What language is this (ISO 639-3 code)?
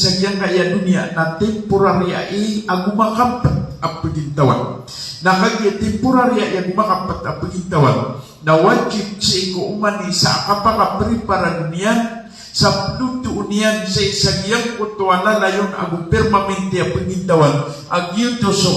mrw